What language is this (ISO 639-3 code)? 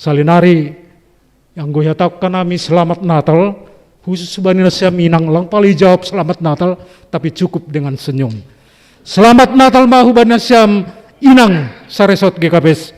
bts